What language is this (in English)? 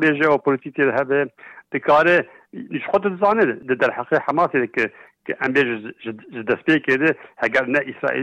Kurdish